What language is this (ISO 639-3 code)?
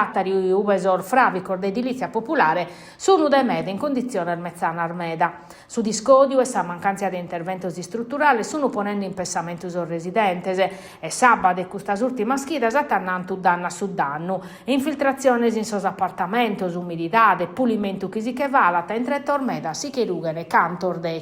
srd